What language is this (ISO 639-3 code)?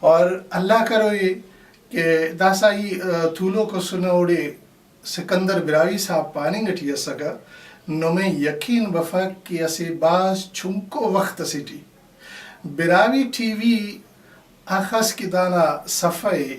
brh